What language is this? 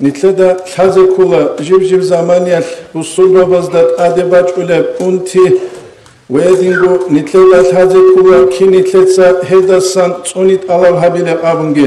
Avaric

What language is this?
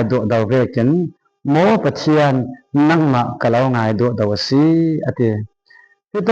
Falam Chin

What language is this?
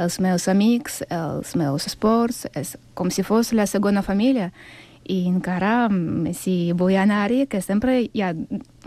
Catalan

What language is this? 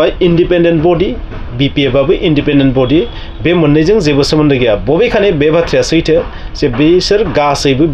Bodo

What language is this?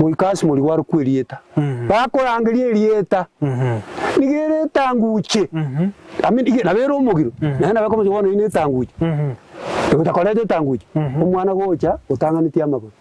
Gusii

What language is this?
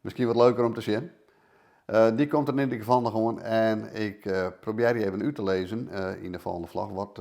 Western Frisian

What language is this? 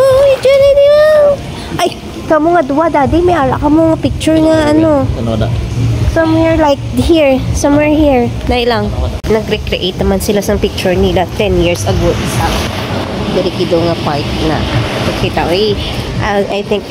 Hiligaynon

